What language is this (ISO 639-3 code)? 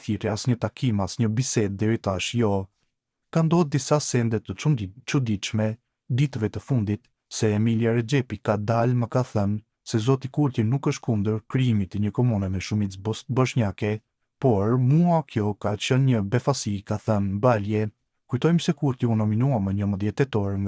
sqi